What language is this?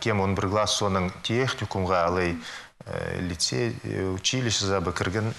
Khakas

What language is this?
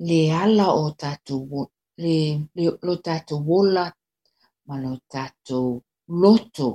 Samoan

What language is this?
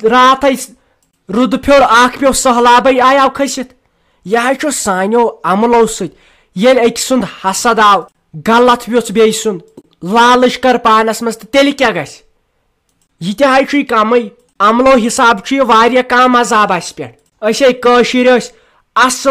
Kashmiri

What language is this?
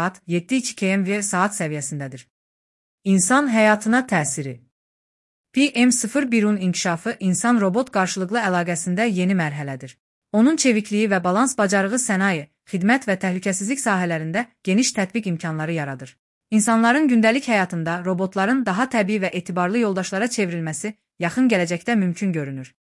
Azerbaijani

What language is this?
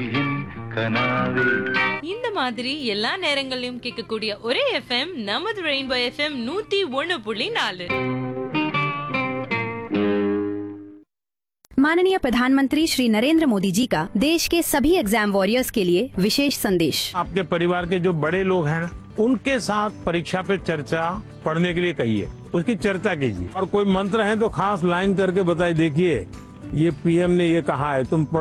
Tamil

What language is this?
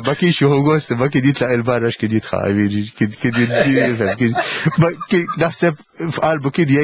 Maltese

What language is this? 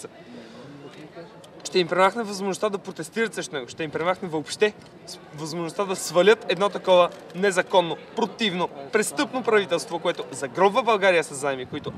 Bulgarian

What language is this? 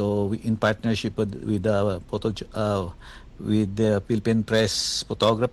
Filipino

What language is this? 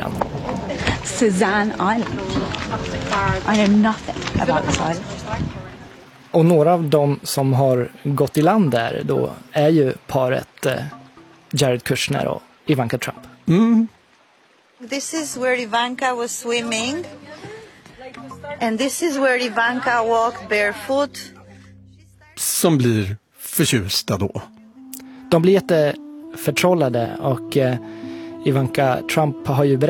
Swedish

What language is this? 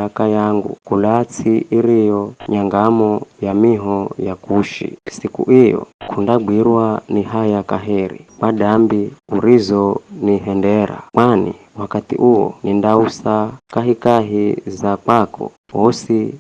Giryama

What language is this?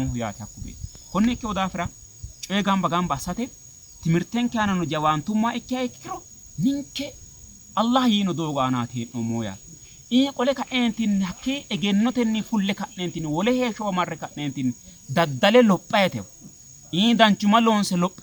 Sidamo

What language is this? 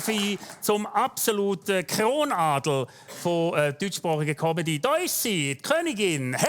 Swiss German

